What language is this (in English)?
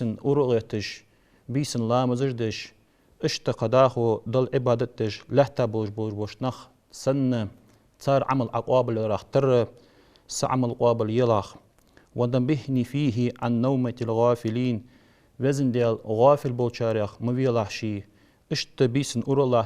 Ingush